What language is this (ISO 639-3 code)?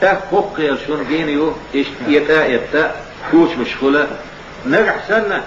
che